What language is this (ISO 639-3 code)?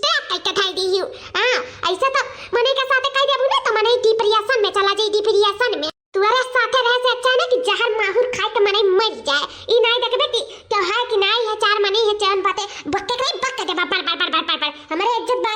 awa